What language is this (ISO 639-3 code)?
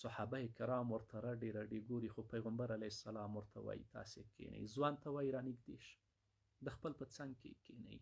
pus